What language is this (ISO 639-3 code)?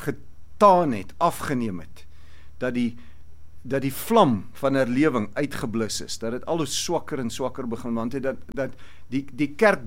afr